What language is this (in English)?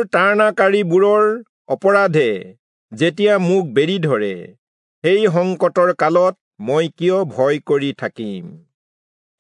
Assamese